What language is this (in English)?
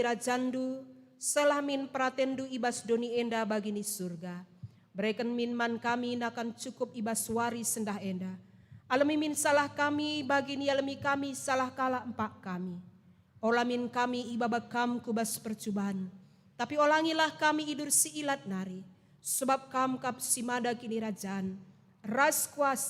Batak Karo